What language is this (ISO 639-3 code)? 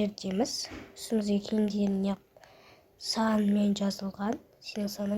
kaz